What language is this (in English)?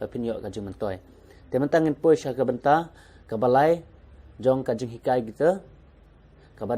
Khasi